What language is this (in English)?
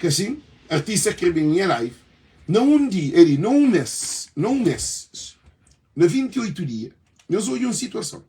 Kabuverdianu